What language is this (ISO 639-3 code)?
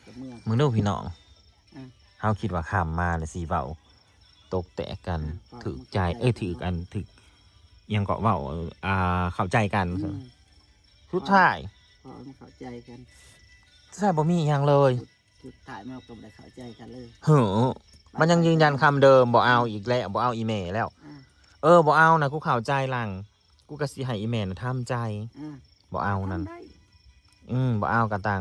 tts